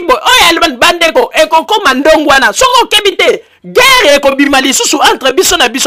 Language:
Lingala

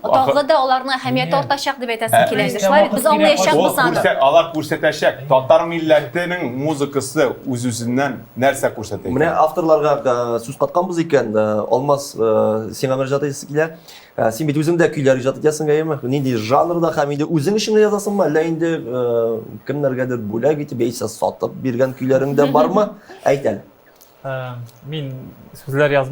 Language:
Tatar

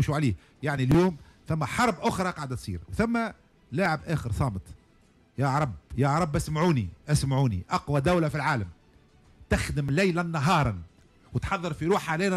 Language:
Tunisian Arabic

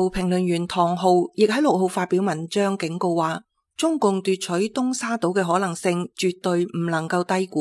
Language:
Cantonese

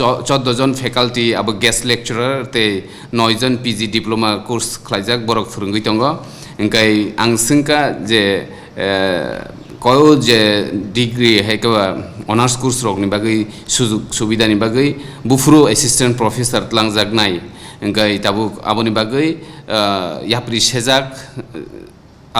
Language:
Kok Borok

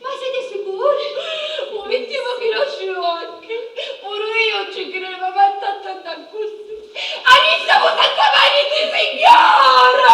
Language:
Sicilian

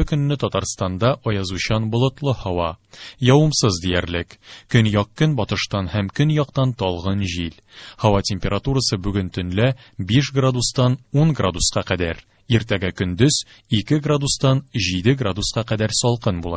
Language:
Tatar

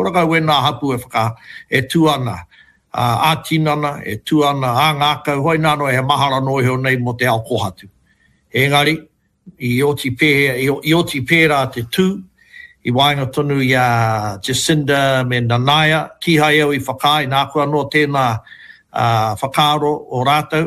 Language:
Māori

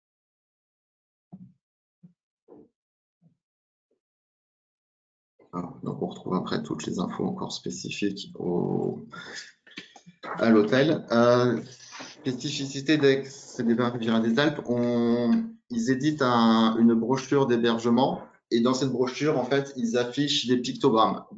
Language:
French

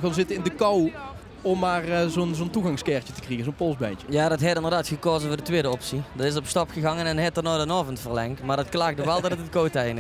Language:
Limburgish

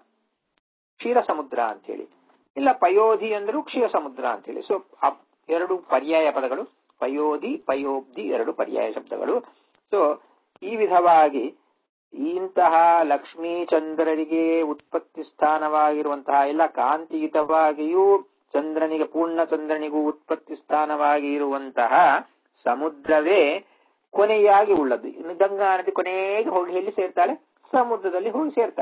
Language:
Kannada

